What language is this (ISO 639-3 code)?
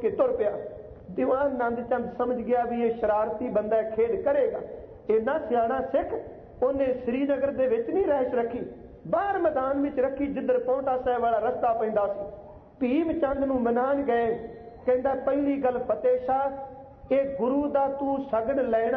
pan